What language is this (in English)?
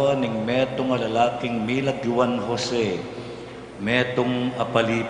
Pampanga